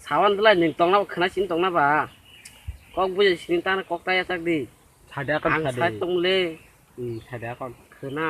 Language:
Kok Borok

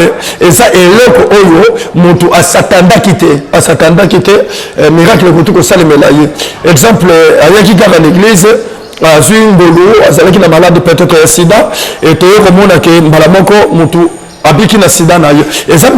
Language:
Lingala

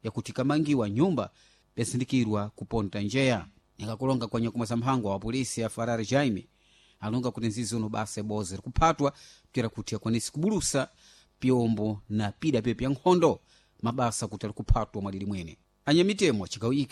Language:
Sena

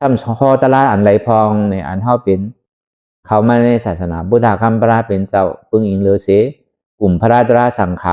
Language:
Shan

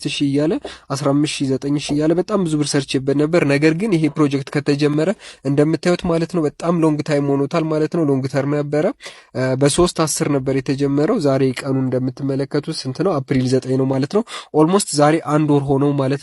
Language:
Amharic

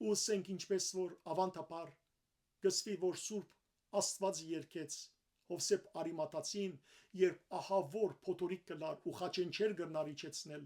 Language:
Western Armenian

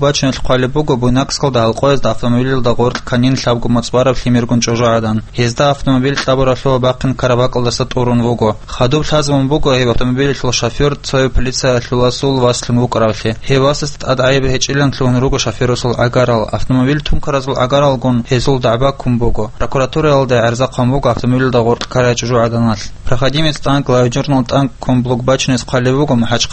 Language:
Avaric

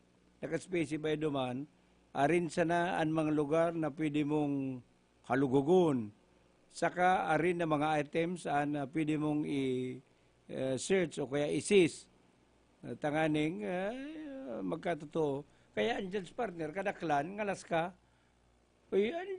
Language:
Bikol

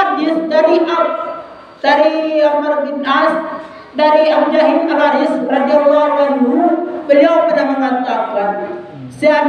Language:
Minangkabau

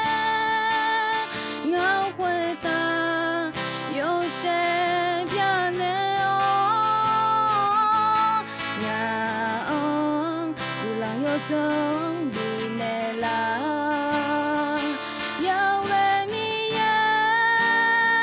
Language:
Akha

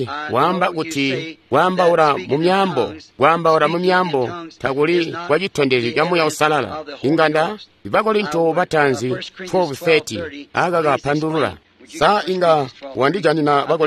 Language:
Tonga (Zambia)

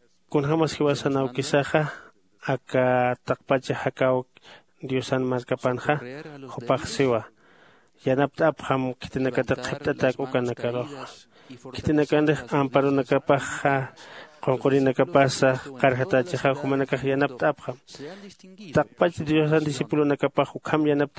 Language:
Aymara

